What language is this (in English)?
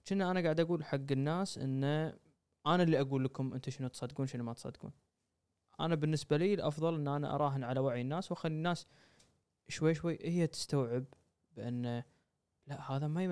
Gulf Arabic